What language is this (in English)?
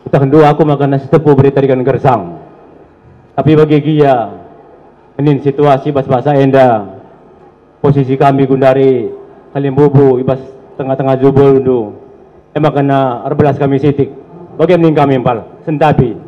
Batak Karo